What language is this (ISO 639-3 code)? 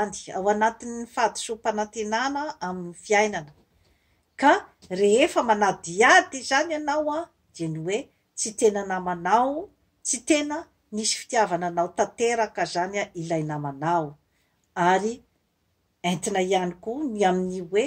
mlg